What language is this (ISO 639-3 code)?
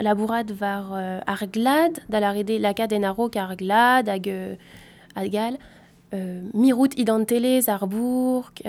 bre